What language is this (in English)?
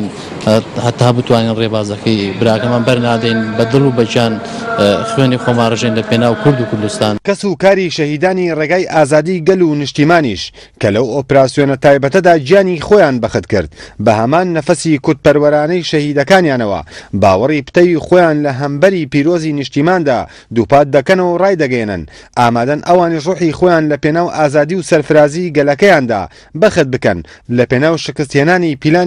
Central Kurdish